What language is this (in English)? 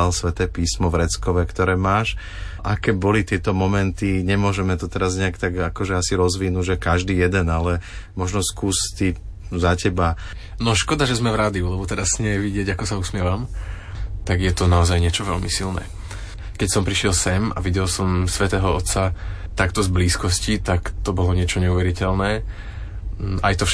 Slovak